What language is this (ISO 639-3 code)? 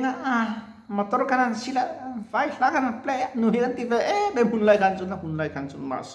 lus